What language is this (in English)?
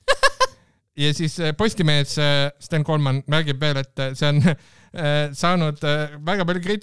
Estonian